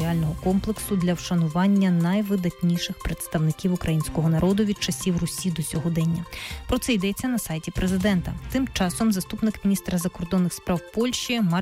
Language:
Ukrainian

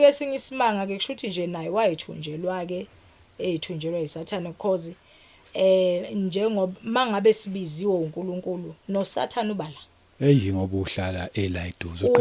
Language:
Zulu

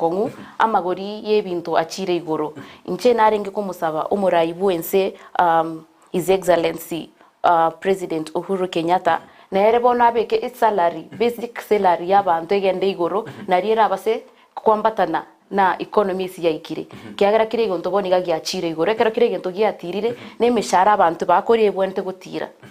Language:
Gusii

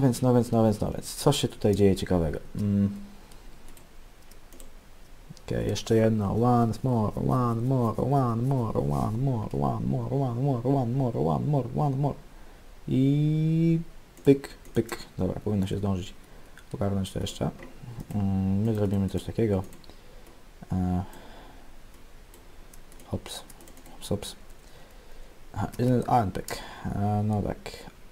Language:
Polish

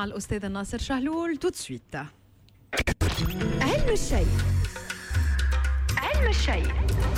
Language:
Tunisian Arabic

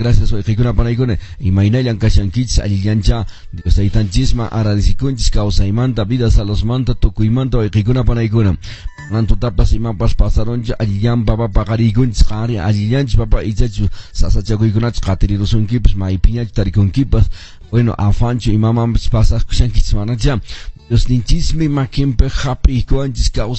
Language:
Quechua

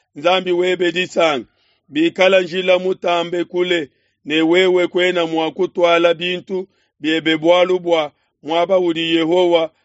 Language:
Luba-Lulua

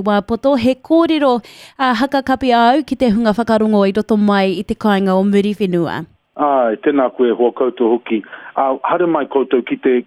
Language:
Māori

